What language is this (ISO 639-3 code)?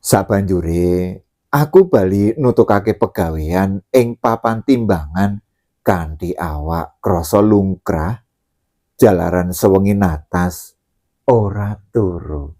jav